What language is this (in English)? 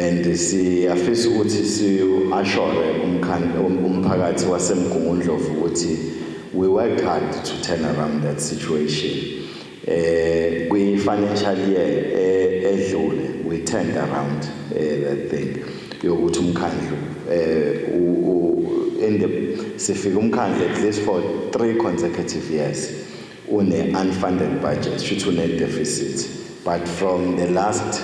Zulu